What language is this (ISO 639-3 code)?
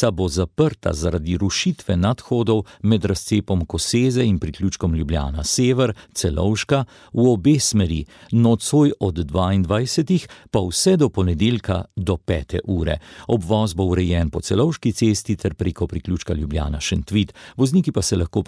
slv